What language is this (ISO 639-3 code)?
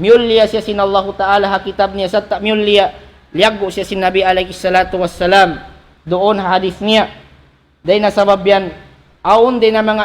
tsg